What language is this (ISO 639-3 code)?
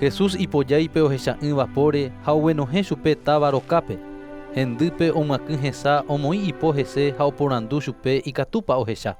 grn